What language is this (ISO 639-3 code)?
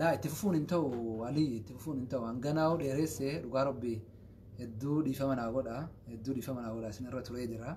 orm